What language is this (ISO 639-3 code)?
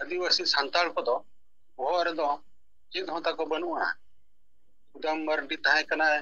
sat